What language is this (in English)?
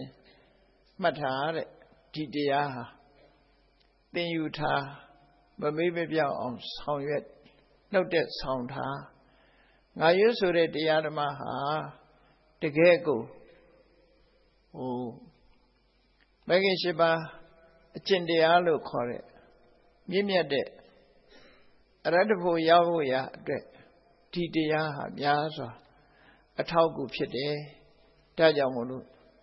Burmese